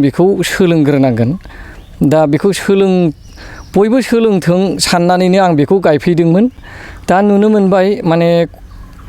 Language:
Bodo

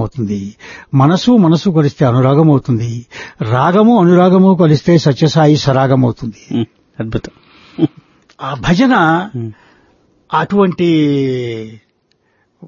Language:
Telugu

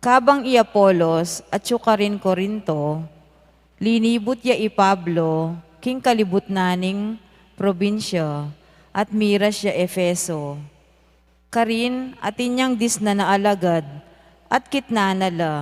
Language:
Pampanga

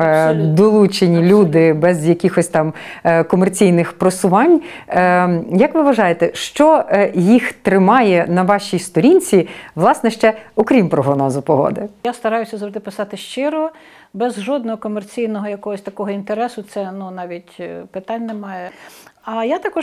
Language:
Ukrainian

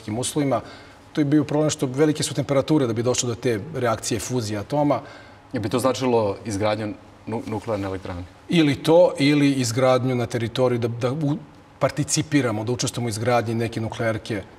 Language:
Serbian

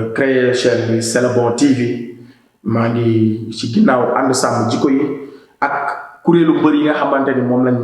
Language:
Wolof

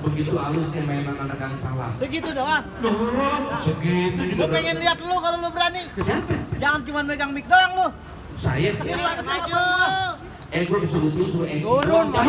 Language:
Betawi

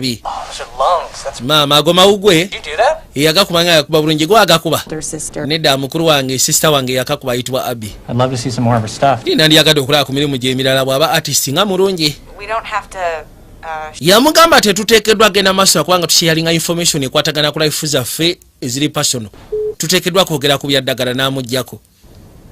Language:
Ganda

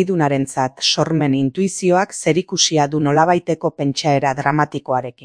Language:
Basque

